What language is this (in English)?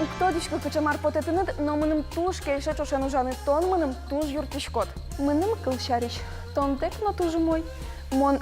Udmurt